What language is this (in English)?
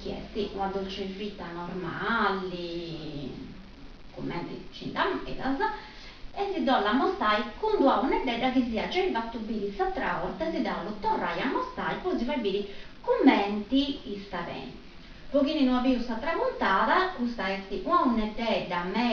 Sardinian